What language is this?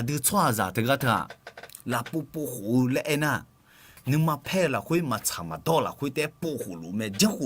Akha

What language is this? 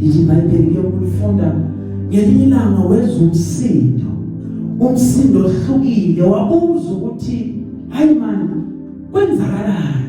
Zulu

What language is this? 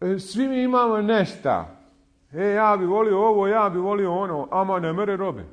Bosnian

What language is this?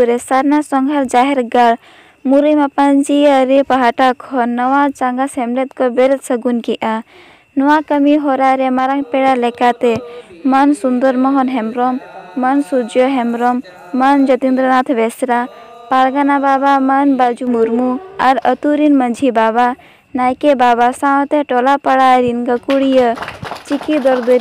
Santali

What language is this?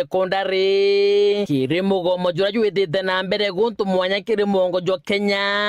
Meru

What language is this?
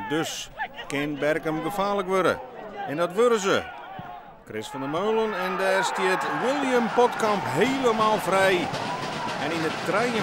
Western Frisian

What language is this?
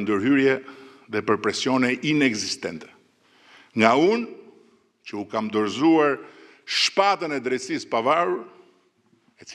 Albanian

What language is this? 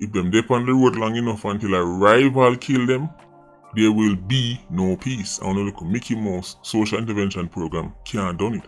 Jamaican Creole English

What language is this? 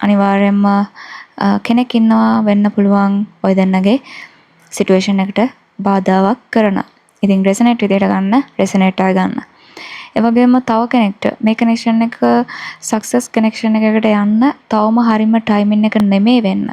Sinhala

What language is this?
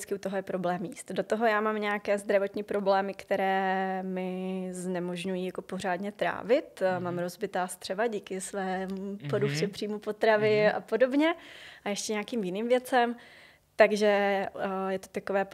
Czech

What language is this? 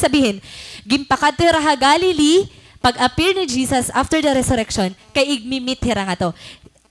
Waray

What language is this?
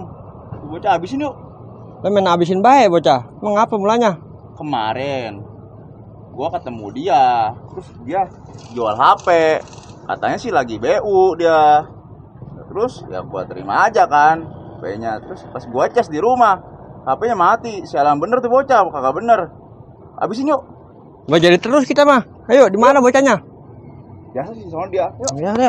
Betawi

